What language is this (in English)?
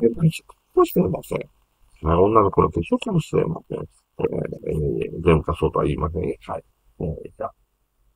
Japanese